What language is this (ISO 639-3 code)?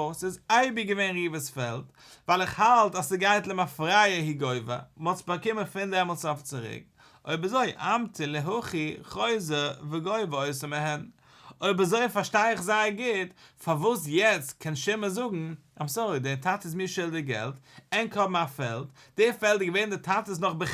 yid